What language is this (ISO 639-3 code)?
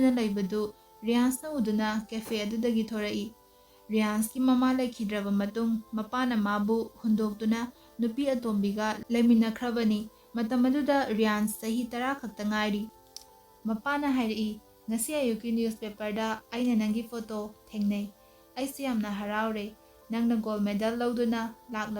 mni